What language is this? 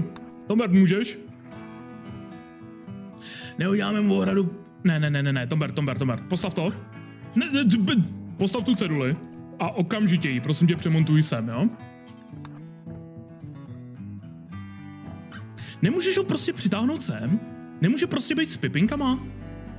Czech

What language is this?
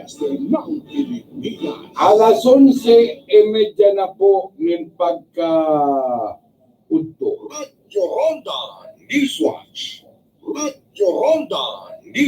Bikol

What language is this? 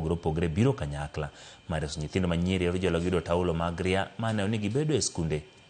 Luo (Kenya and Tanzania)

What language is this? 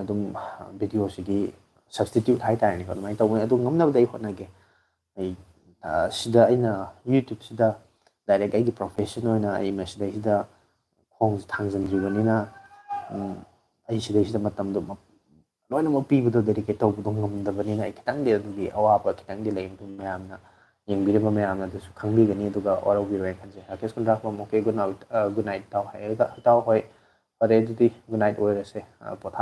Manipuri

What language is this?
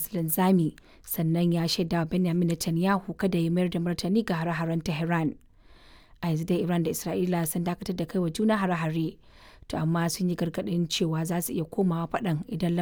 Hausa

